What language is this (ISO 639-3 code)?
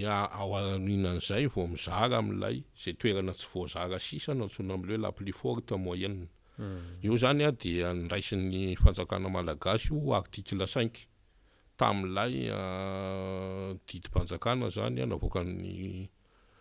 mlg